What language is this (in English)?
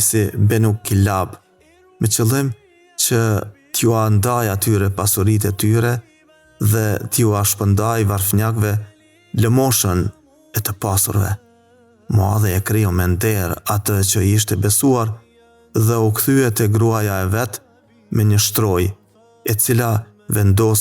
Albanian